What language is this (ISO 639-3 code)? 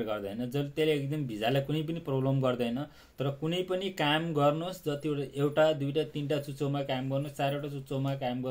nep